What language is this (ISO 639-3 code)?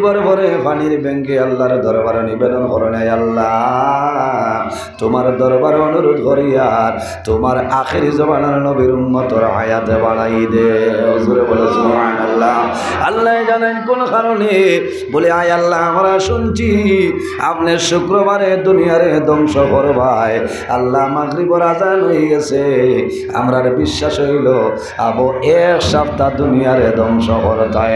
syl